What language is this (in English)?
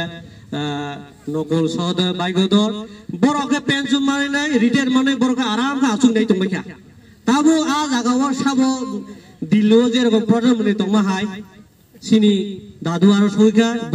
Kok Borok